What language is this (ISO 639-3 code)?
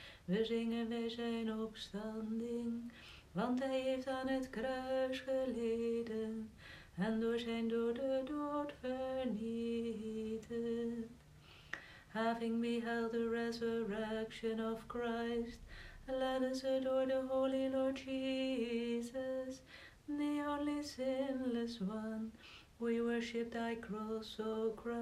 nld